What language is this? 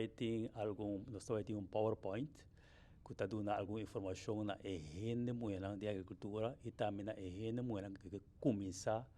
Papiamento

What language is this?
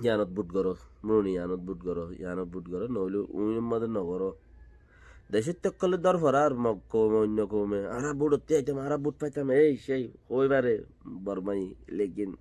Rohingya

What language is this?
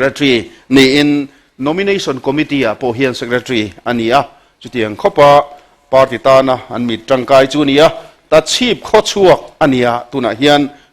Mizo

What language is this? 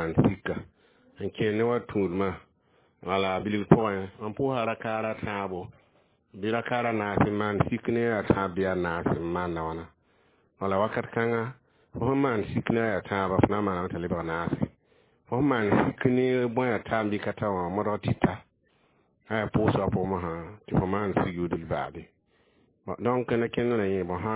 Mossi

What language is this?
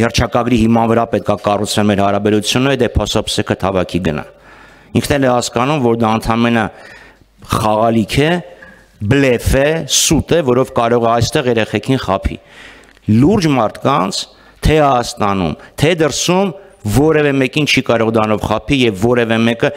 Armenian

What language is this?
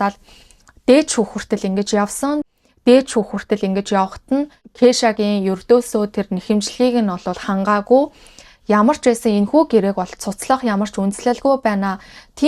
Mongolian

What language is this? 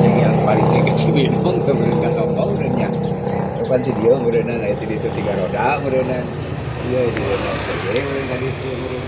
Sundanese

